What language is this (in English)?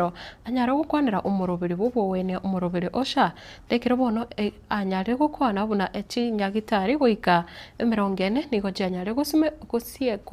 Gusii